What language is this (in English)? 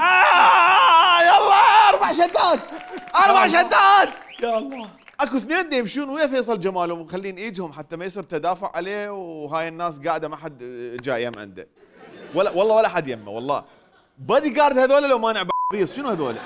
Mesopotamian Arabic